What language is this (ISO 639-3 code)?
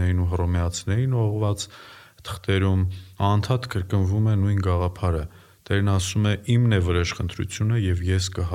hye